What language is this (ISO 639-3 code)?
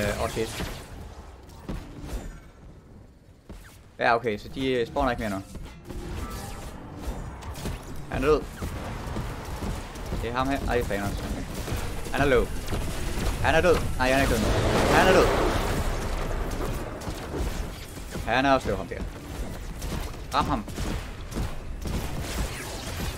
dan